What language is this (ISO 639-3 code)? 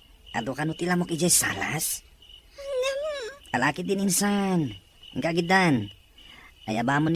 ilo